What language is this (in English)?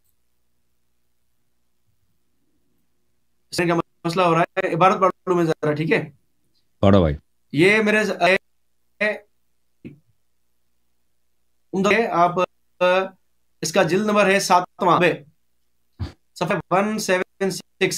Urdu